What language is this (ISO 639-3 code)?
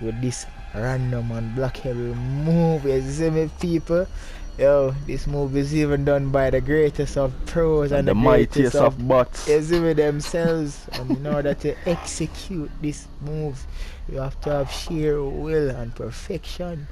jam